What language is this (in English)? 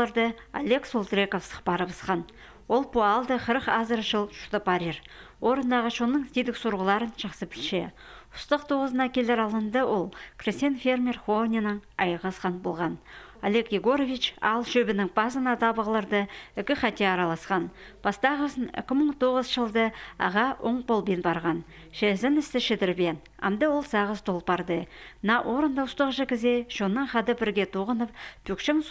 Khakas